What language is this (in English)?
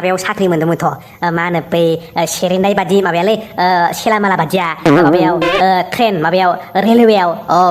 Bodo